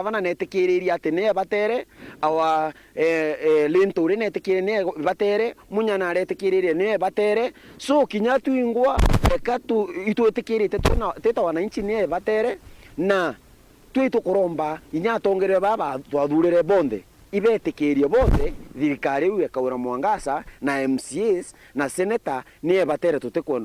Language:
Meru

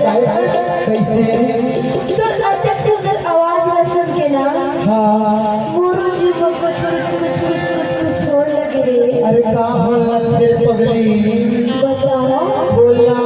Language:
Chhattisgarhi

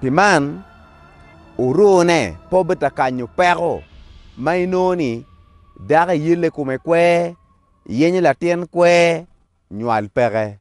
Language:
Acoli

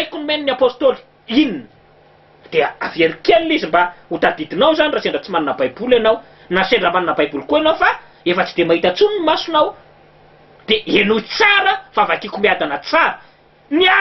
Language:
Malagasy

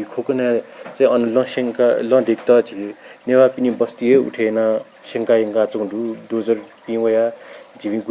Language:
Newari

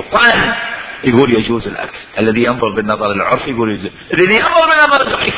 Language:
Mesopotamian Arabic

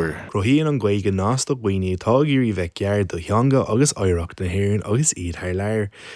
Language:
Irish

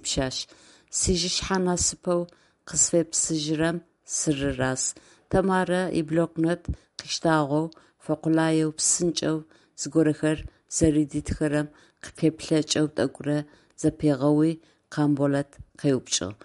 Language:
Adyghe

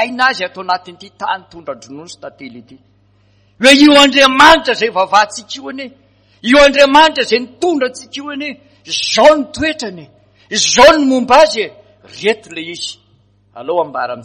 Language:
Malagasy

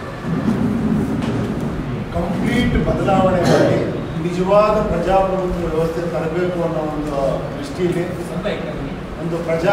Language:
Kannada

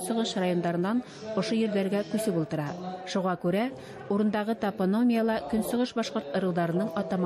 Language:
Bashkir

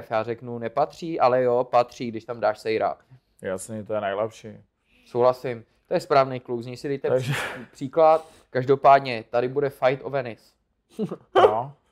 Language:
Czech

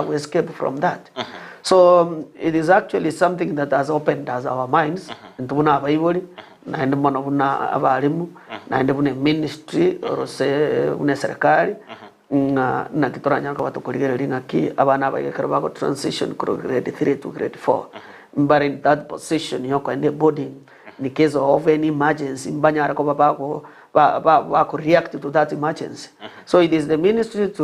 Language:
Gusii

